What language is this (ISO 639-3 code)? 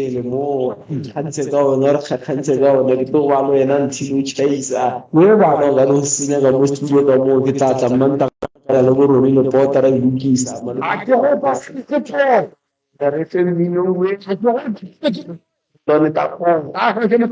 nso